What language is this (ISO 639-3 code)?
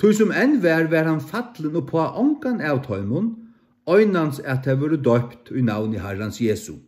fao